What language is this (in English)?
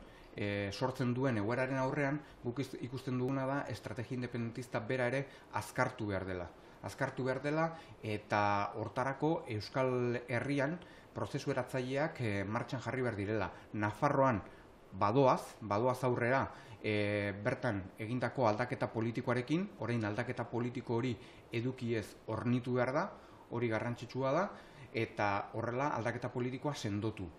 Basque